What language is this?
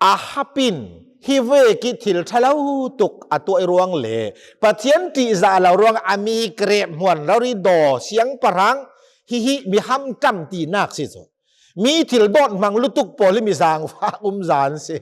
Hakha Chin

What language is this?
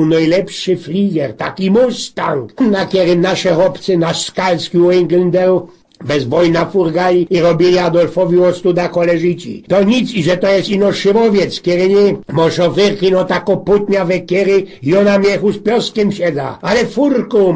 Silesian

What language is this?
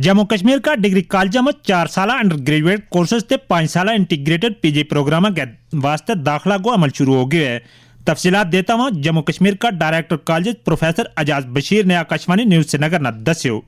Gujari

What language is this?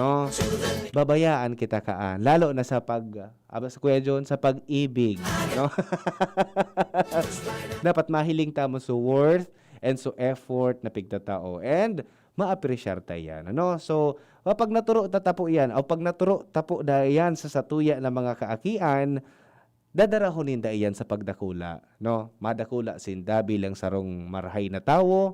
Bikol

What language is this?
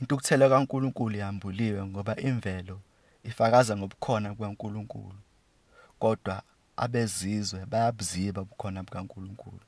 Zulu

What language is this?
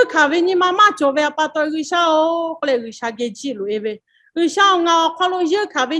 Lahu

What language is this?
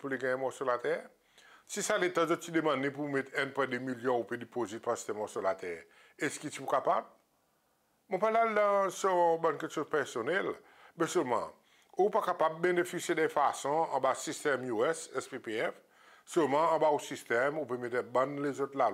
Seselwa Creole French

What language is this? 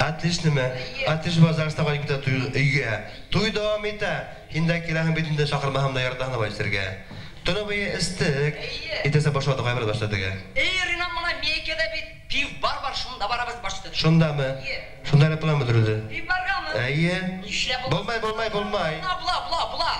Bashkir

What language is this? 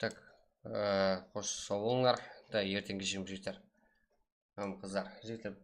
Kara-Kalpak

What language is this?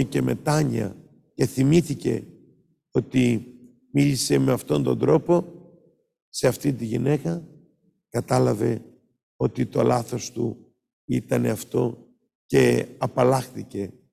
Greek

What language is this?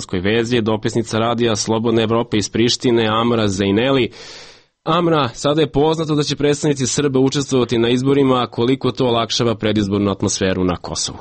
Serbian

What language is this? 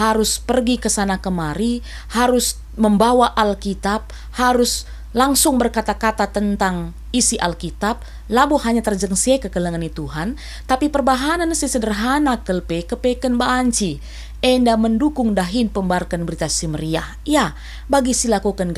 Batak Karo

